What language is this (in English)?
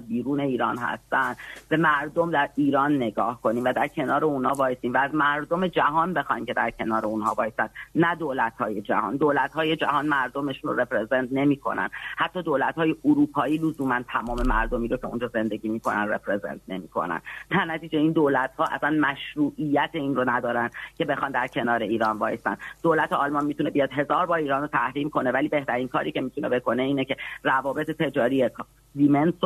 Persian